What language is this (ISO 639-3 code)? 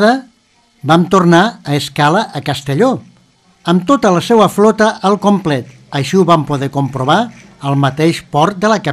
cat